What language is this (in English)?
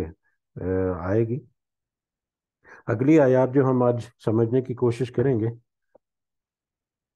Urdu